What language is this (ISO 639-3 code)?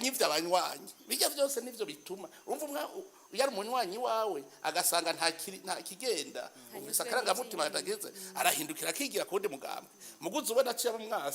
run